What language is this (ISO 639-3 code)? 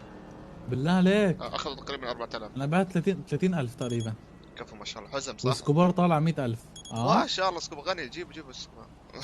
apc